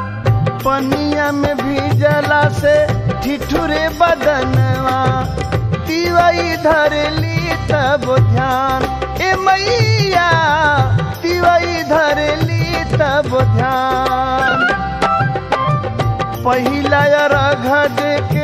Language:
Bhojpuri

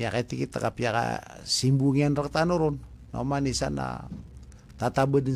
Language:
Maranao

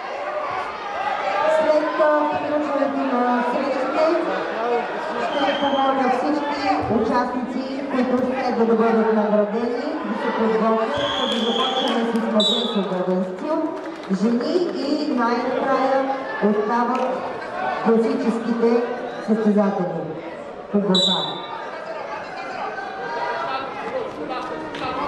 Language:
Bulgarian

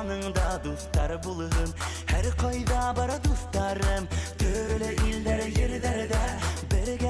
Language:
Bashkir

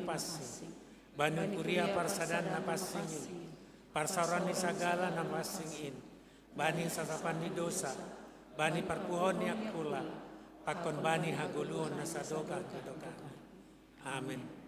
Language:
Batak Simalungun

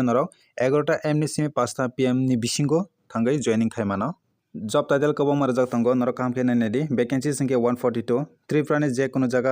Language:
Kok Borok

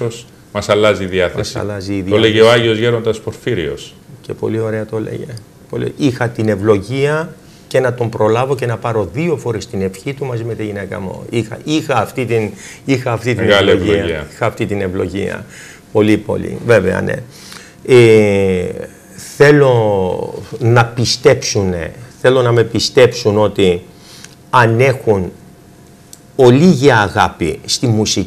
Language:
Greek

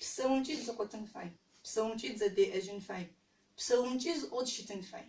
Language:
Adyghe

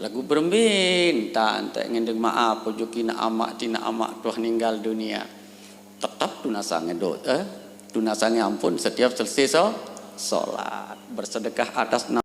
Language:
Sasak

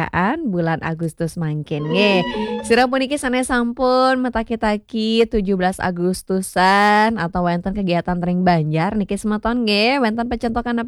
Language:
Balinese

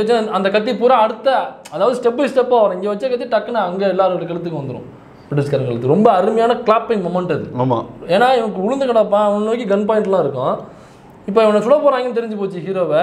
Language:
Tamil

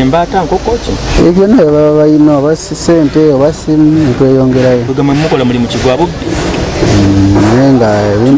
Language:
Ganda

